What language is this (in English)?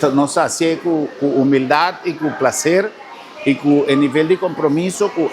Papiamento